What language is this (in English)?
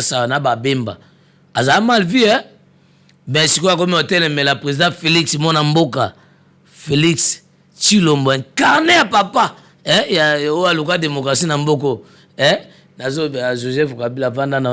Lingala